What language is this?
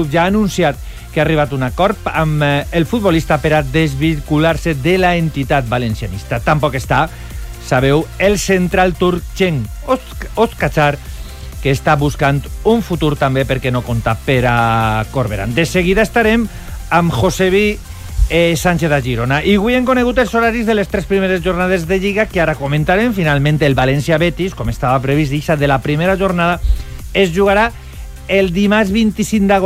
Catalan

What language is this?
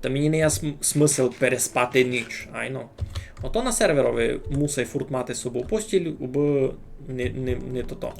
Rusyn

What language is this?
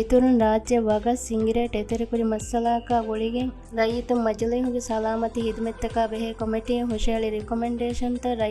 Divehi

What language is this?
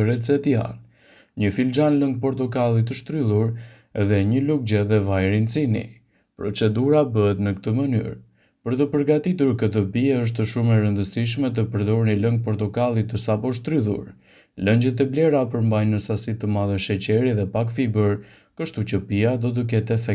Albanian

